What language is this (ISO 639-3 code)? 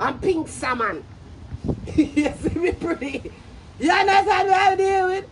jam